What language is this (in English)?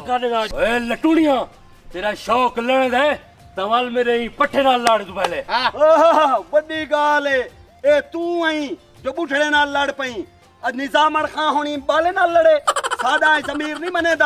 Saraiki